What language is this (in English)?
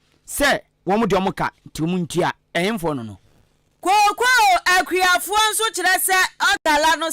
Akan